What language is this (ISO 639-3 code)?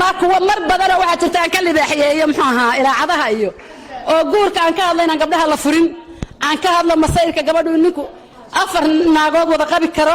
som